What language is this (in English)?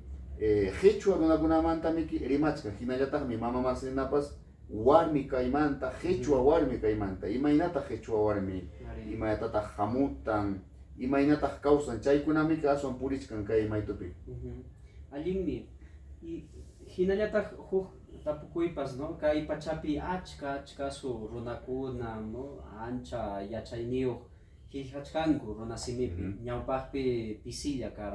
Ayacucho Quechua